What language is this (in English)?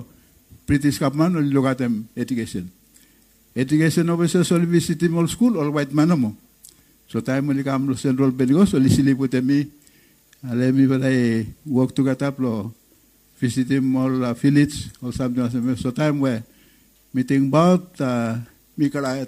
Bislama